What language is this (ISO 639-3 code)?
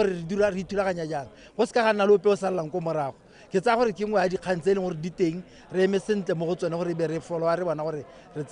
tsn